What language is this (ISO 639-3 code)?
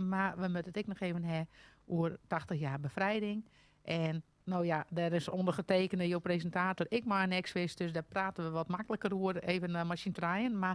fry